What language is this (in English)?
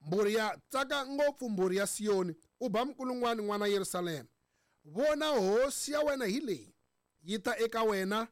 Tsonga